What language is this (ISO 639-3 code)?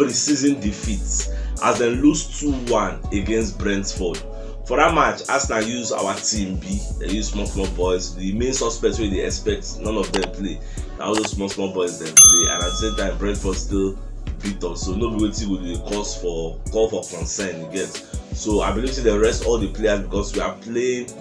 pcm